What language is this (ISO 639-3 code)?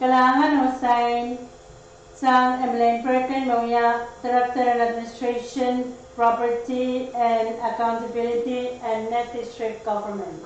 pon